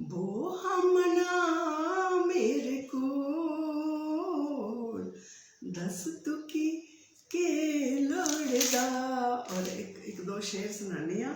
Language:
Dogri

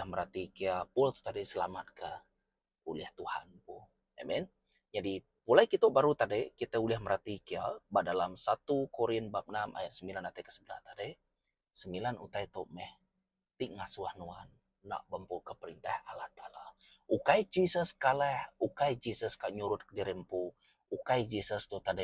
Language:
Iban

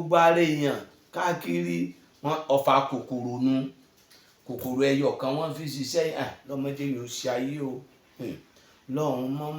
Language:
Yoruba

